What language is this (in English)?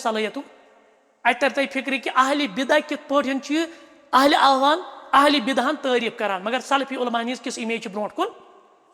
Kashmiri